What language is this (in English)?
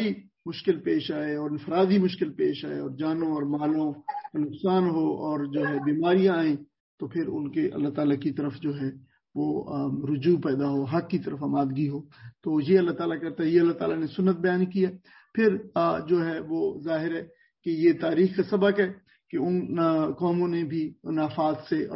Urdu